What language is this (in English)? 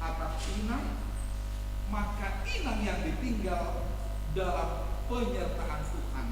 Batak Simalungun